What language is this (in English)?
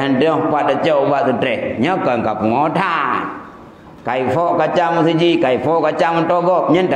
Achinese